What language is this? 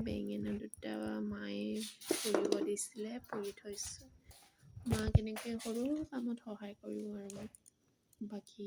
Assamese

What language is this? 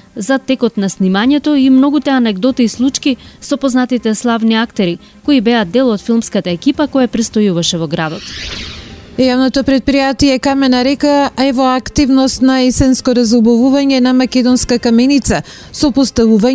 Macedonian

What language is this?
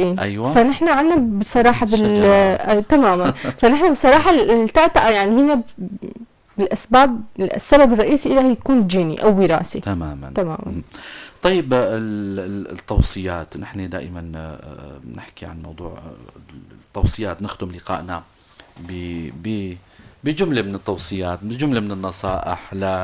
North Levantine Arabic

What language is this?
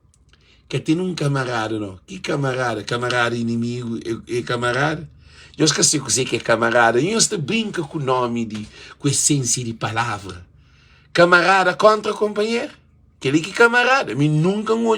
Kabuverdianu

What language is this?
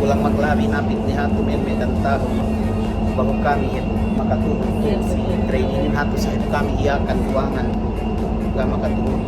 Yakan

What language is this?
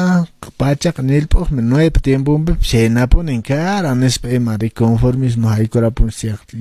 Quechua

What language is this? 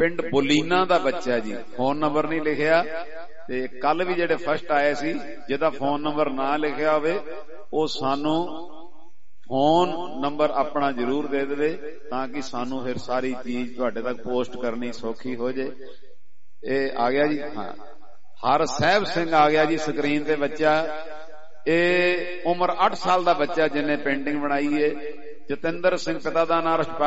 Punjabi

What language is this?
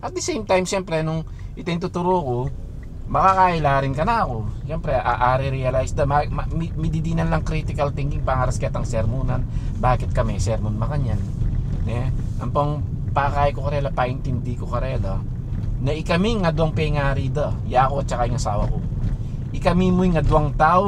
Pampanga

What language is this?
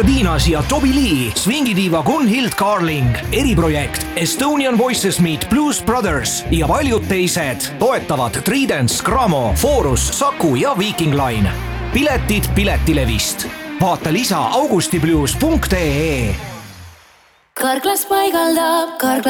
Estonian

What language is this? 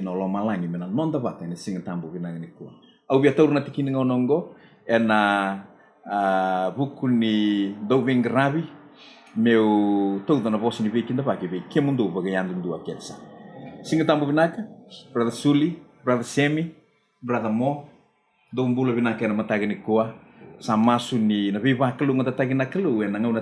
Fijian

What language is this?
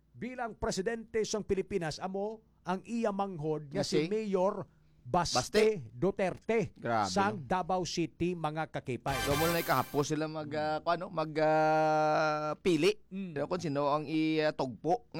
Hiligaynon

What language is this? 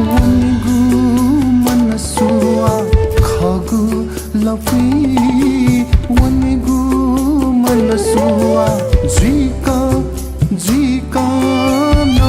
Newari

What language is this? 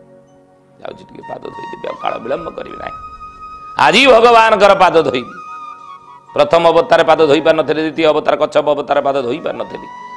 Odia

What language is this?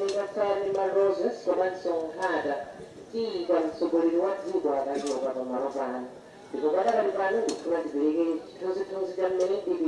Nyanja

